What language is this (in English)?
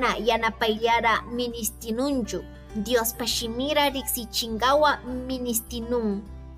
Chimborazo Highland Quichua